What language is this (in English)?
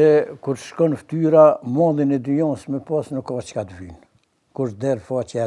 Albanian